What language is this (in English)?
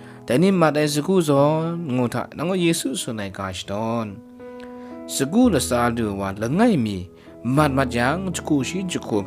Kachin